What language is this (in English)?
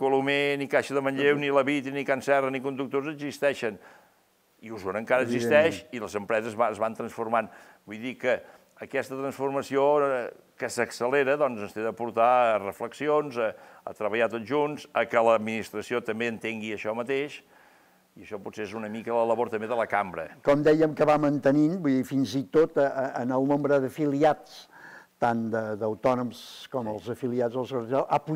Catalan